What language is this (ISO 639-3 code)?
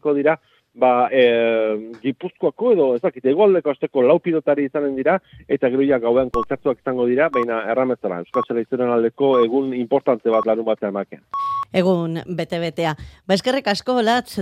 eus